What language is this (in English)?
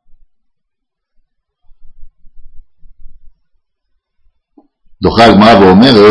Hebrew